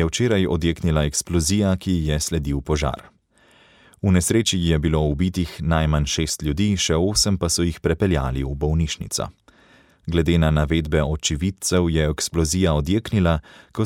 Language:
Slovenian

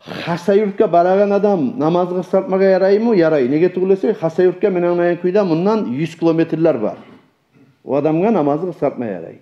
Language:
Kumyk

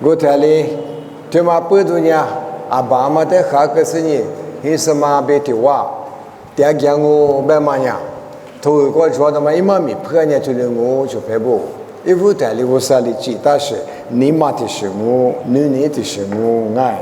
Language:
Lisu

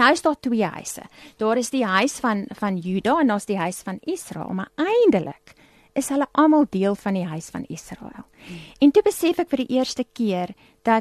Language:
Afrikaans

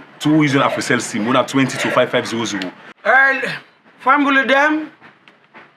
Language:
Krio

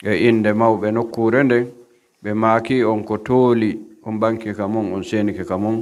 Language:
Pular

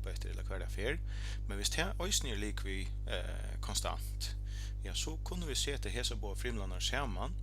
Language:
Faroese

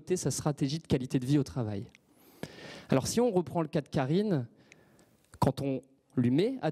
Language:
French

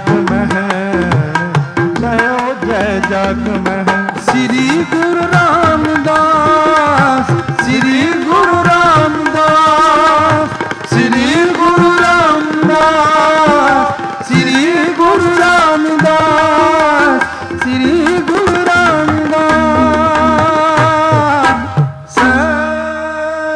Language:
Punjabi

